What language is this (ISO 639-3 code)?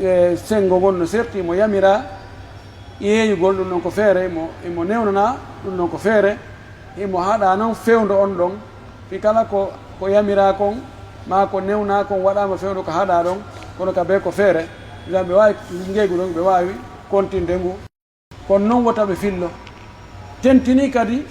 fuf